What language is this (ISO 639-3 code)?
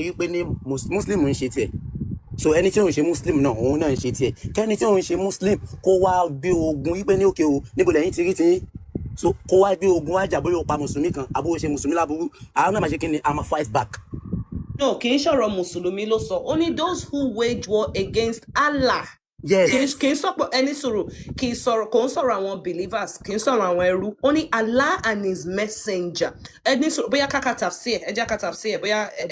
yor